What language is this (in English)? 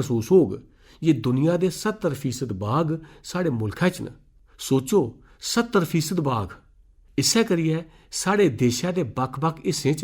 Dogri